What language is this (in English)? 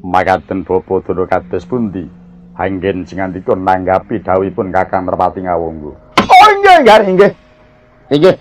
Javanese